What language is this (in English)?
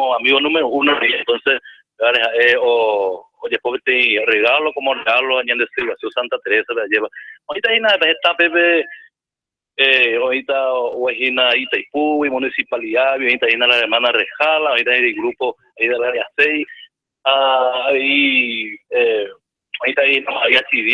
Guarani